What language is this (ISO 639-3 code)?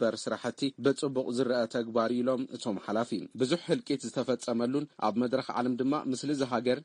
tir